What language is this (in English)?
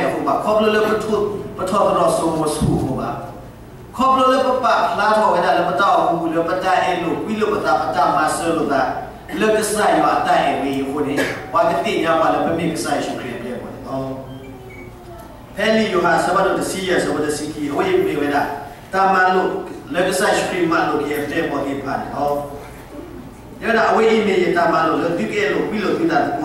S'gaw Karen